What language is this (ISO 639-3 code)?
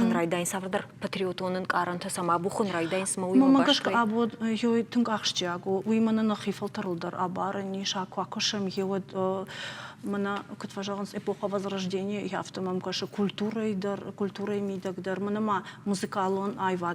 oss